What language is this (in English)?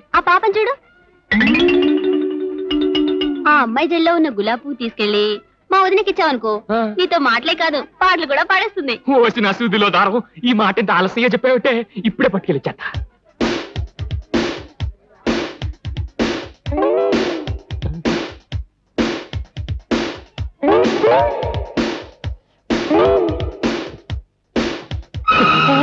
Telugu